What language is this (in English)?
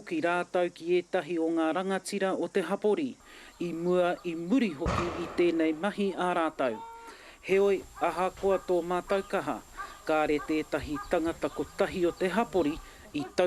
Māori